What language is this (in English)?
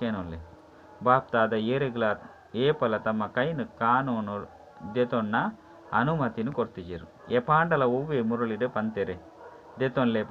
Tulu